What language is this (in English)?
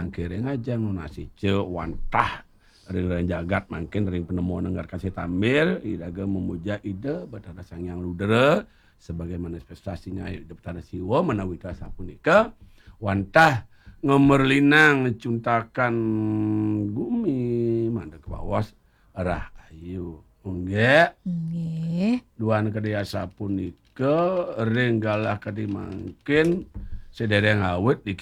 Balinese